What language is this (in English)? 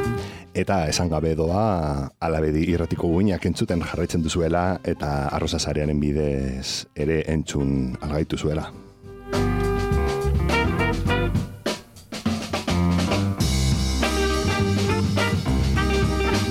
Basque